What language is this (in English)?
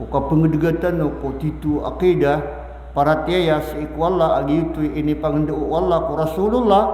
Maranao